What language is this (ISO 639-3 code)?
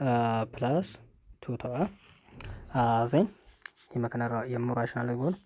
orm